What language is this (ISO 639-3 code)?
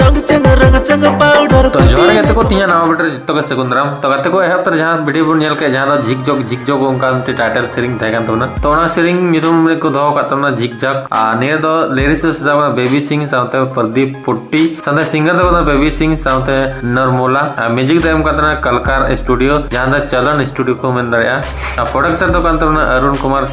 sat